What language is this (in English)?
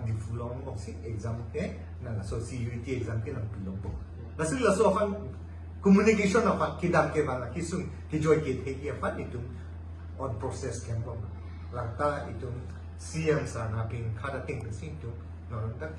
Karbi